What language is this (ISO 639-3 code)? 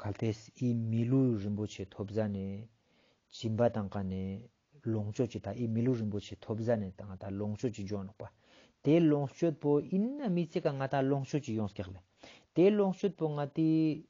lbj